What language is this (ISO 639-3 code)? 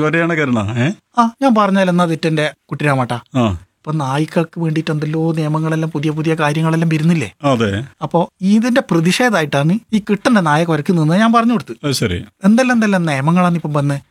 mal